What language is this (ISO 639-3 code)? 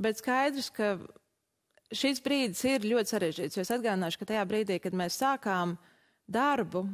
lav